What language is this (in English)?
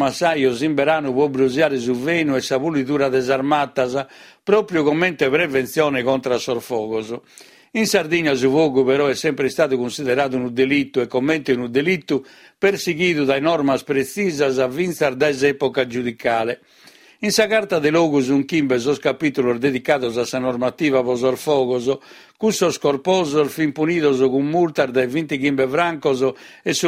Sardinian